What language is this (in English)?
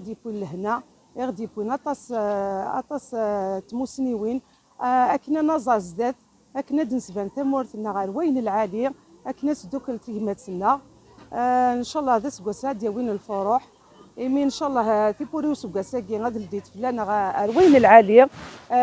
Kabyle